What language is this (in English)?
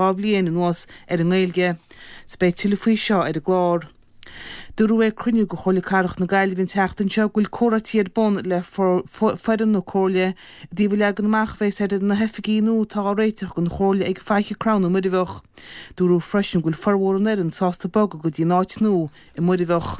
Irish